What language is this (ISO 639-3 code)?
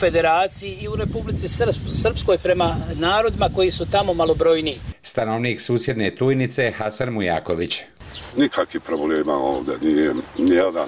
bos